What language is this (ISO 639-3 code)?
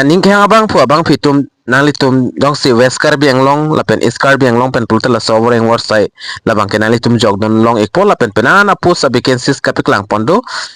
mjw